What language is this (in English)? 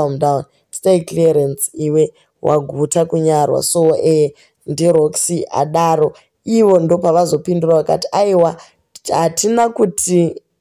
Shona